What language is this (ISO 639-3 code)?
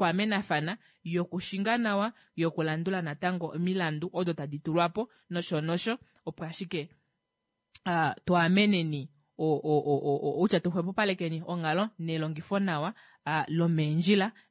kua